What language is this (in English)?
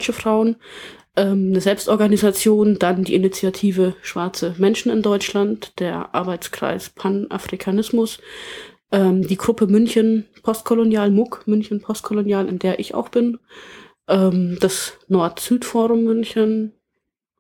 German